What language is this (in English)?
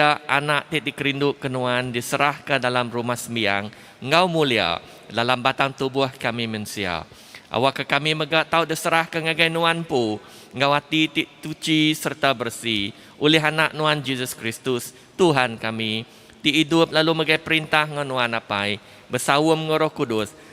Iban